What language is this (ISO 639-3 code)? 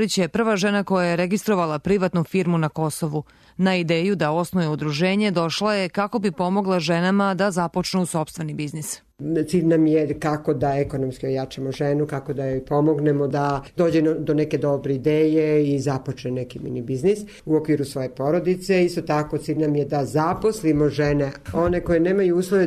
srp